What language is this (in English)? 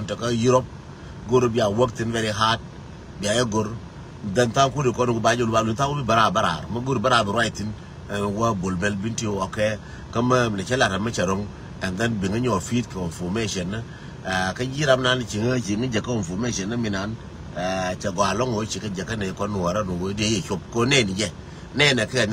Nuer